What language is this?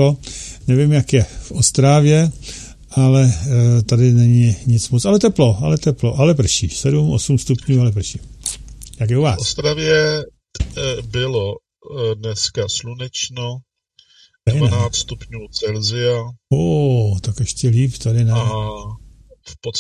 Czech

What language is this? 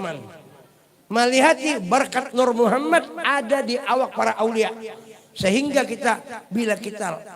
Banjar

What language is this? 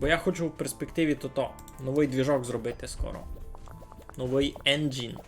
Rusyn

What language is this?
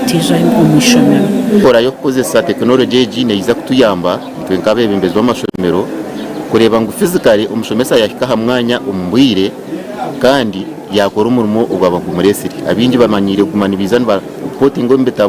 Nyankole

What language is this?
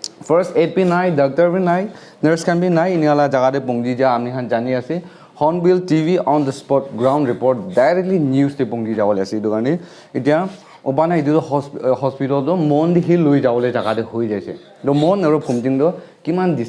Naga Pidgin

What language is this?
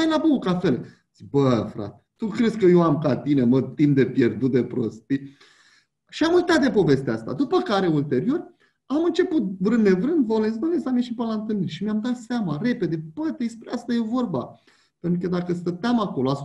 Romanian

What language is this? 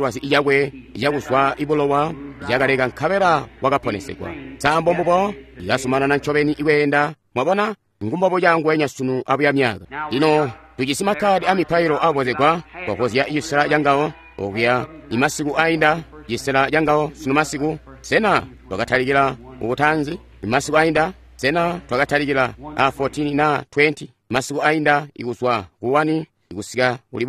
Tonga (Zambia)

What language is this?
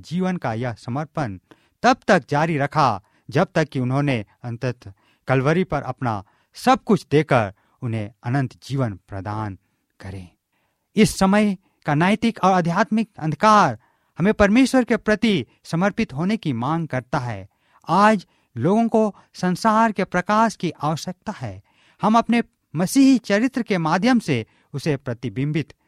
Hindi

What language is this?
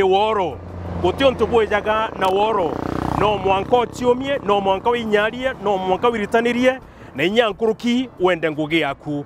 Meru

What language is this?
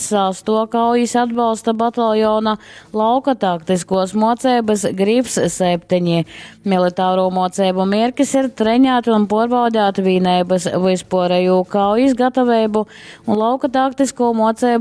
Latgalian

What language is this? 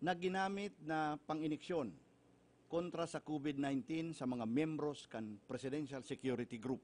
Bikol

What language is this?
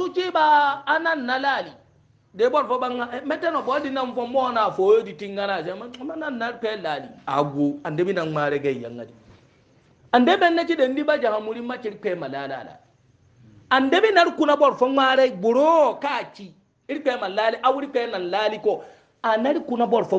Hausa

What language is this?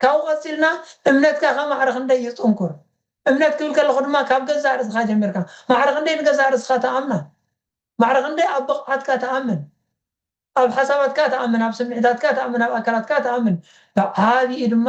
Tigrinya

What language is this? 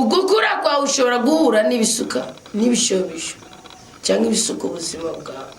Rundi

